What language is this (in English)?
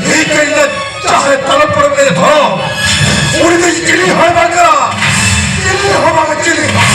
Santali